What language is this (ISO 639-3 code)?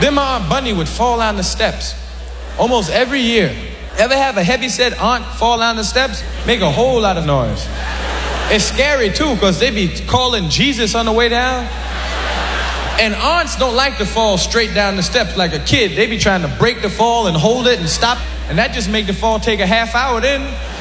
eng